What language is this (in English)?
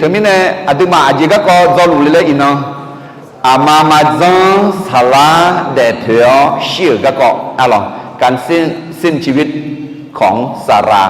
Akha